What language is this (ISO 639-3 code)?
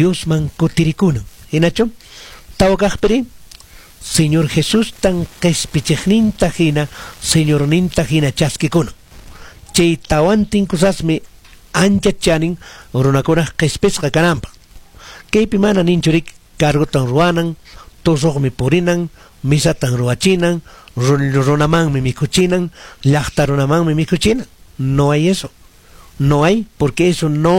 que